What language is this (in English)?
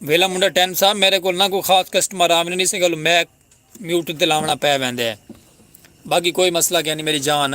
Saraiki